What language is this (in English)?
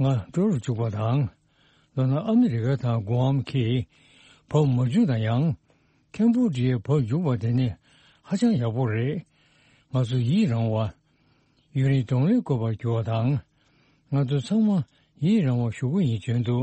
Tibetan